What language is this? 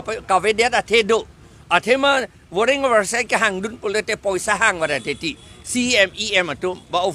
Karbi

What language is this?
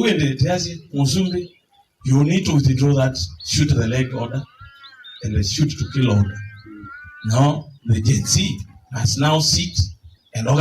Kamba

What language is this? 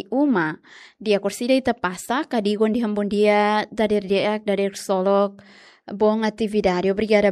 Tetum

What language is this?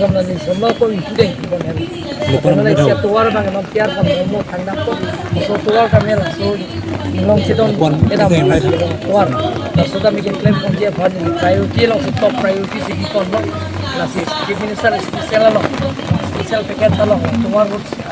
Karbi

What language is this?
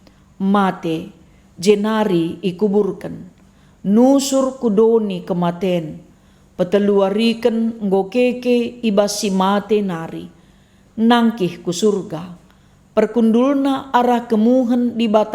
Batak Karo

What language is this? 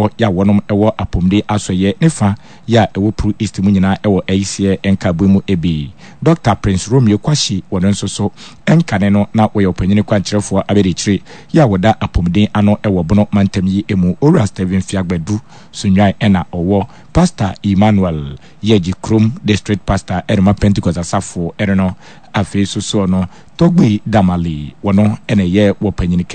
Akan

